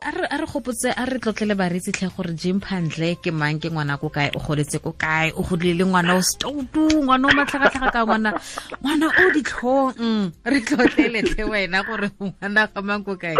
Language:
Tswana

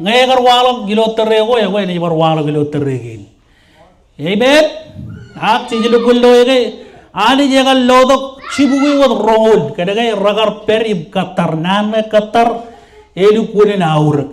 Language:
Marshallese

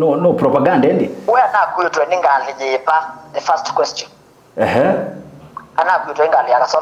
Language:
Kamba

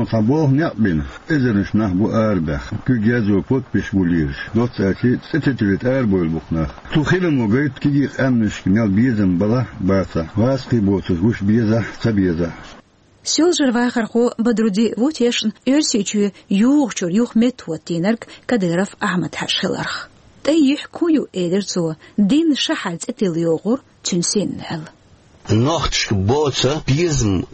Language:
Chechen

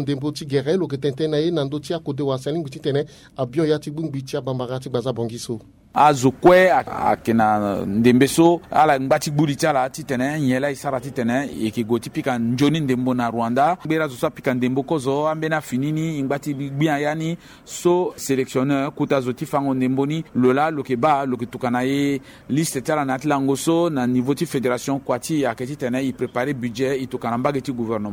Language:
Sango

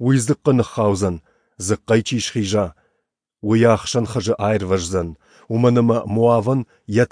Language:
Ossetic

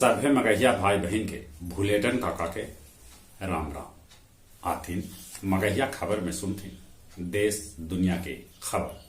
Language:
Magahi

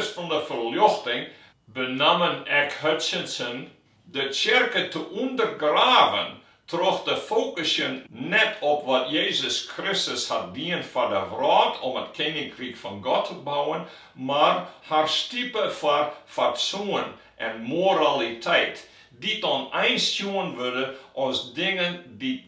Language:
Western Frisian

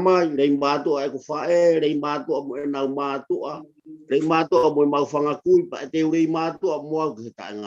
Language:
Tongan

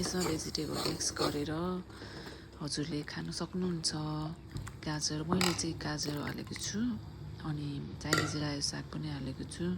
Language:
Nepali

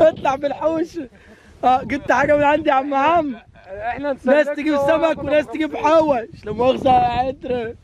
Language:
Egyptian Arabic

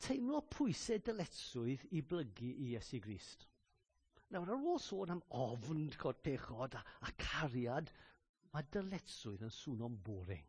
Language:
Welsh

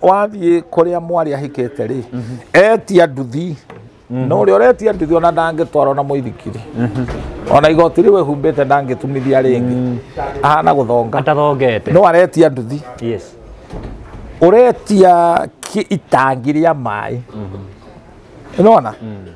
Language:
Kikuyu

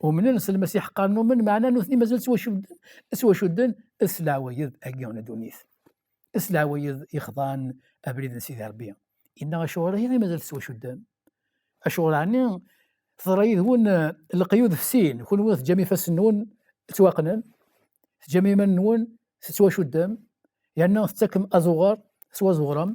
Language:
Kabyle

